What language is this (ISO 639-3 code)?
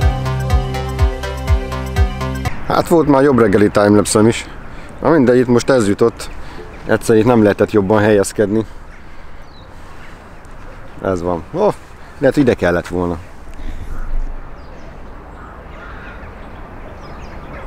hun